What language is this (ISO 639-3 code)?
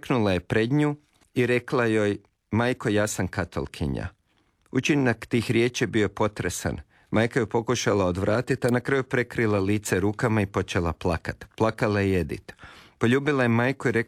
hrv